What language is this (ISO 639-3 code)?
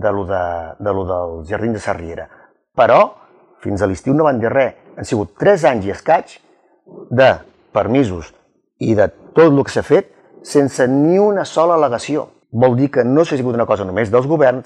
cat